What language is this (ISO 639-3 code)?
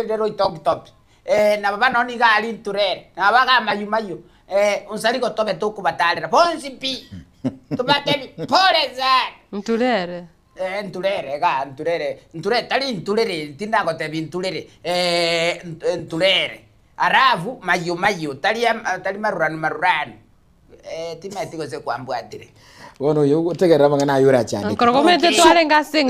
guz